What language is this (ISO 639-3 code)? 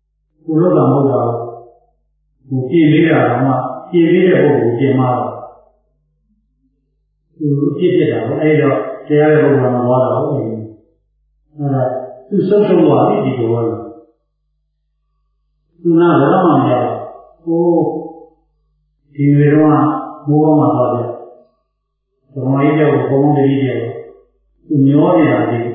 mya